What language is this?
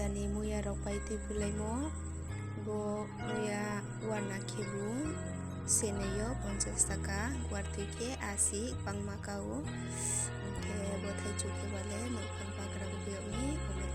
Riang (India)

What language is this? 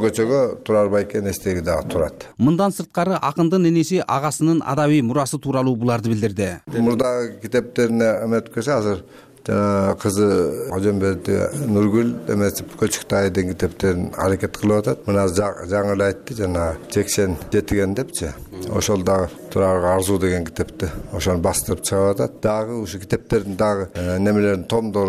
Kyrgyz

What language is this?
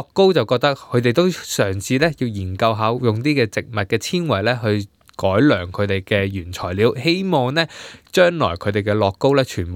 Cantonese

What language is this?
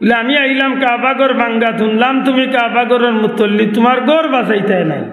Sylheti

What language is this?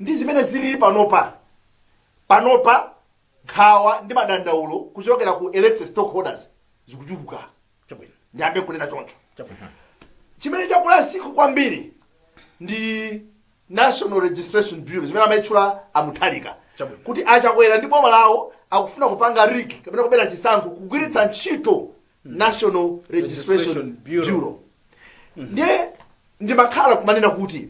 Nyanja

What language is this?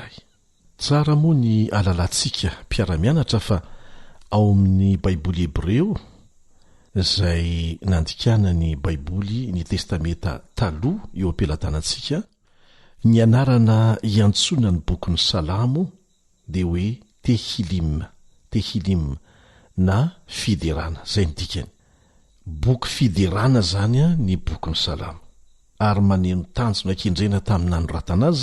Malagasy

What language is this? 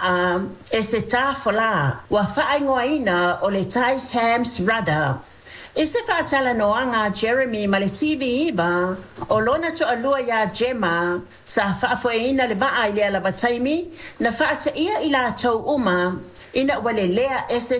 Samoan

